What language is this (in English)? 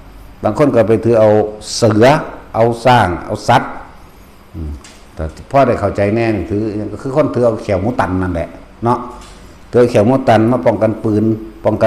Northeastern Thai